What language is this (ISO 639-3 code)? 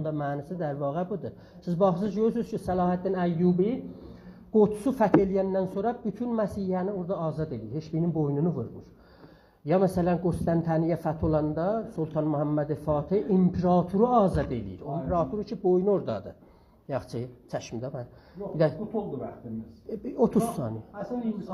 azb